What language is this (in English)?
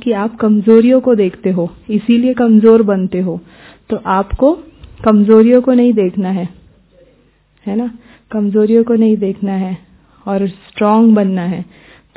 Hindi